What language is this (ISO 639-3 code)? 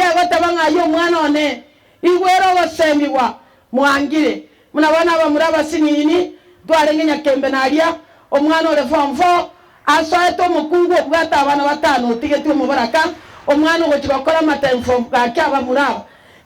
guz